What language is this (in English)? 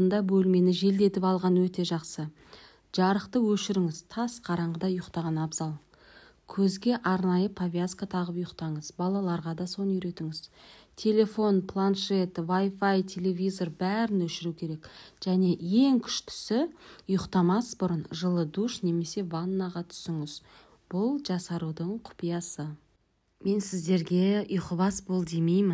Kazakh